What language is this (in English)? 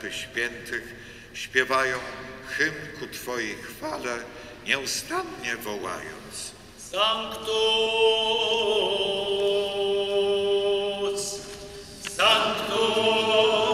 Polish